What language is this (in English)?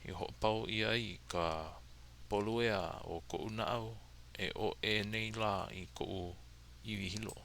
Hawaiian